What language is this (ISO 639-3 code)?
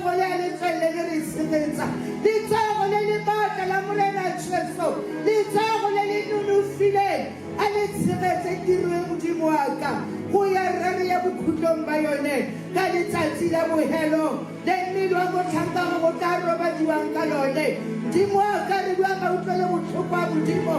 tsn